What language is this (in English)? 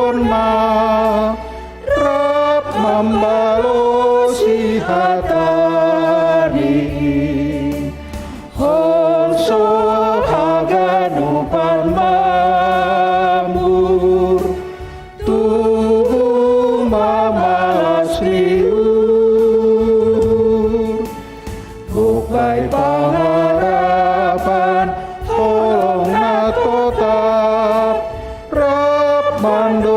Batak Simalungun